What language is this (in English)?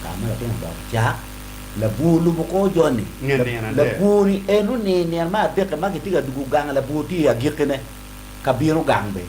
Acoli